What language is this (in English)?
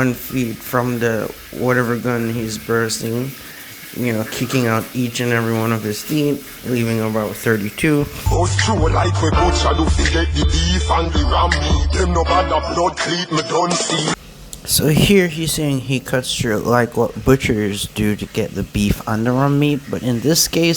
Jamaican Creole English